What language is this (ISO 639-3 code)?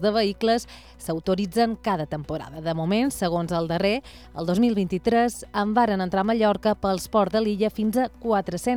cat